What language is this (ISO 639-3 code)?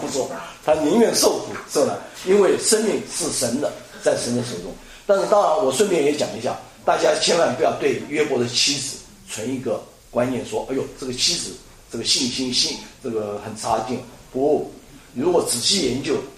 zho